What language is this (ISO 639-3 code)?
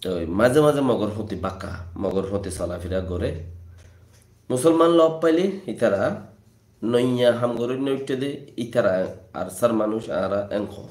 rhg